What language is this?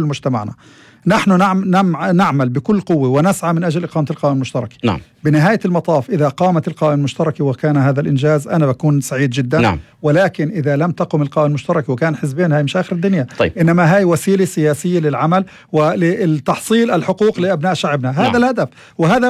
North Levantine Arabic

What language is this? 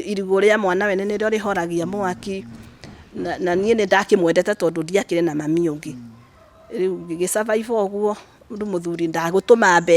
Kikuyu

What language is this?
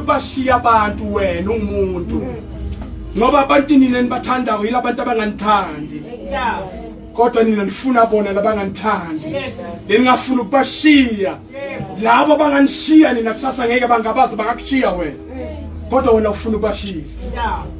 Zulu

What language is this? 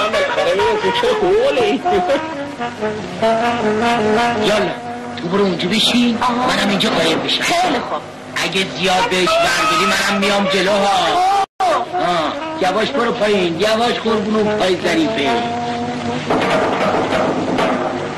Persian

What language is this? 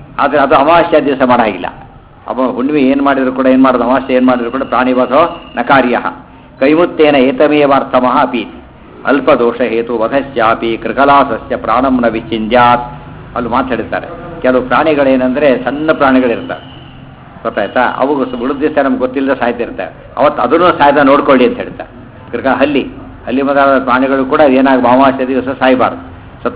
Kannada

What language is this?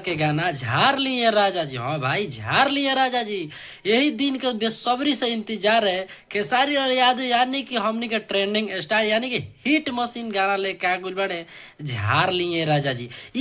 Bhojpuri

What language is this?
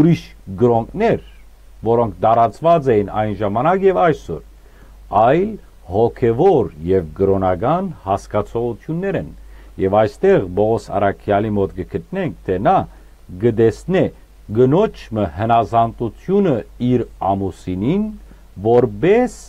Western Armenian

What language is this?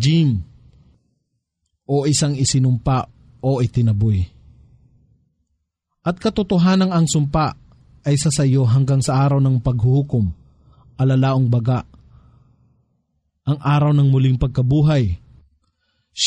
Filipino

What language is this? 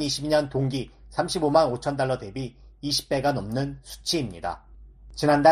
Korean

